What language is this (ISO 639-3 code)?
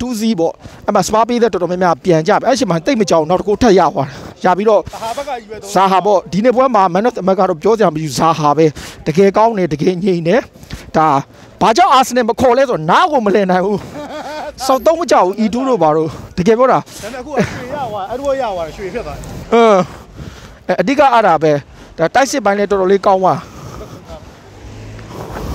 mya